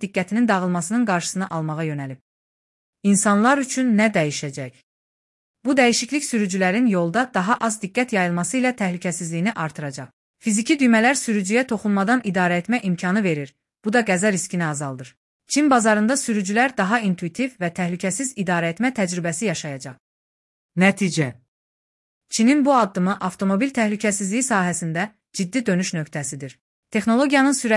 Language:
Azerbaijani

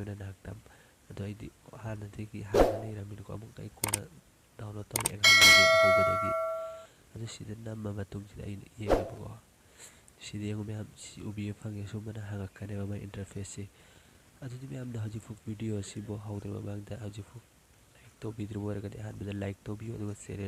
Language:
Manipuri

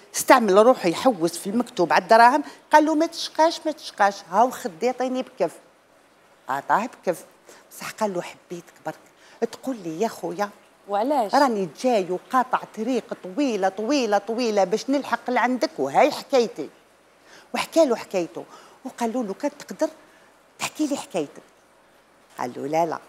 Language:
Algerian Arabic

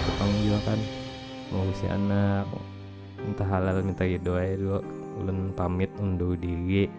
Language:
Banjar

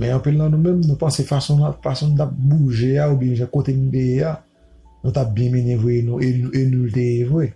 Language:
Haitian Creole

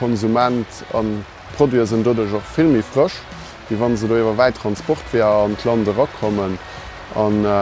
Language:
Luxembourgish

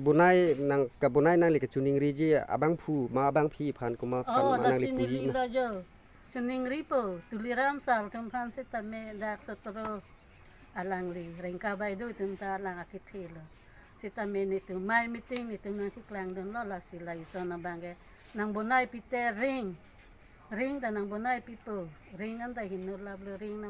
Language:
Karbi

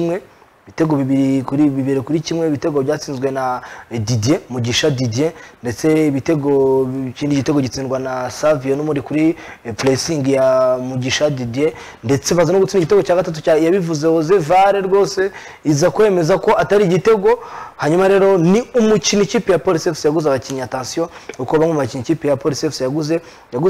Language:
Kinyarwanda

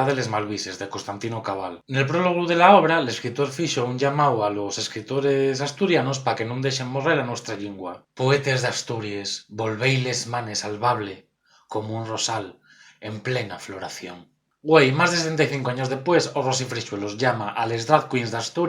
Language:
Asturian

